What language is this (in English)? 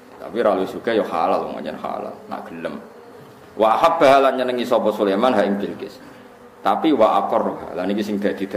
Javanese